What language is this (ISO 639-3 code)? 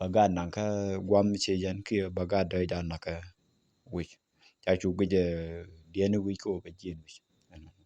nus